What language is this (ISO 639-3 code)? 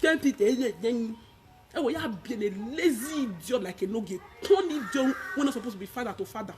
pcm